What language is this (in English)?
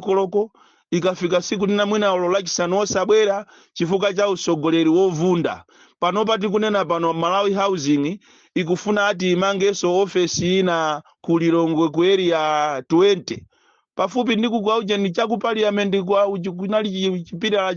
Nyanja